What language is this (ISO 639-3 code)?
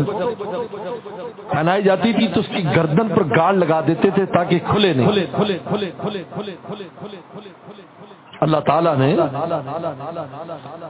urd